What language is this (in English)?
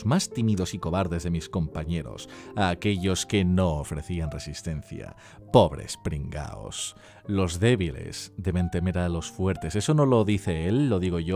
Spanish